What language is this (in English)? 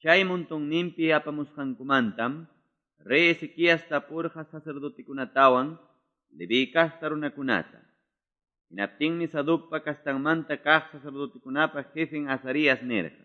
Quechua